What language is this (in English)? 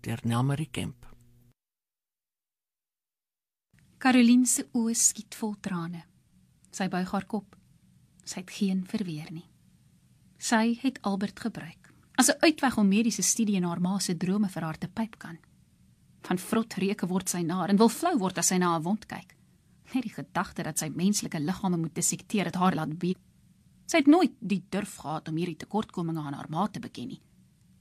Afrikaans